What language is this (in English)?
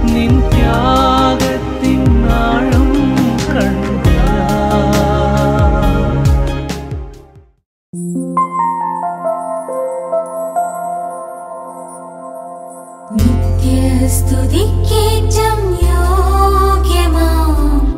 Malayalam